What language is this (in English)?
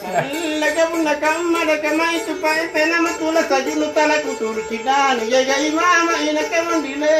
Makasar